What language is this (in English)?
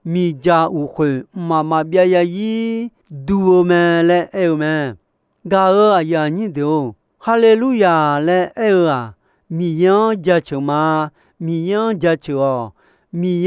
Akha